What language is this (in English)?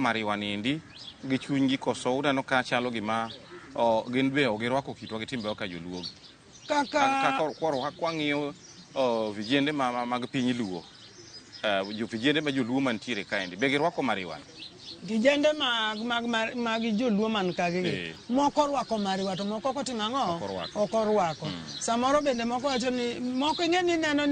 Luo (Kenya and Tanzania)